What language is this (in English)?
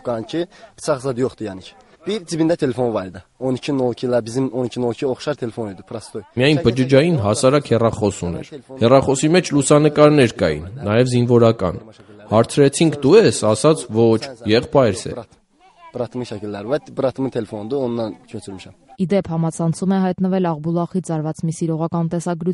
Armenian